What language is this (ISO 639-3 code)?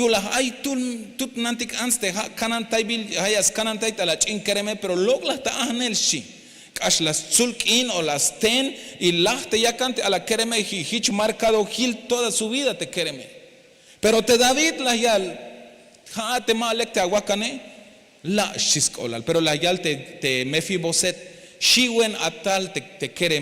tzh